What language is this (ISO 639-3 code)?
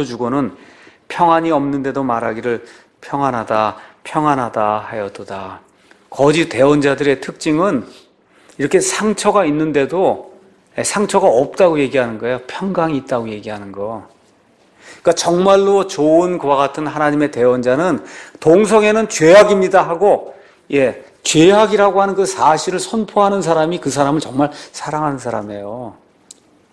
kor